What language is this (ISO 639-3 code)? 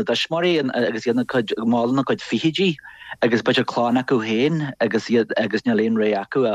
gle